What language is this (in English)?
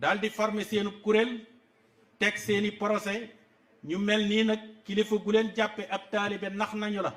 Wolof